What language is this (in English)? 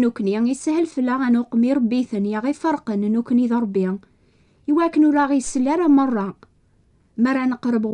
Kabyle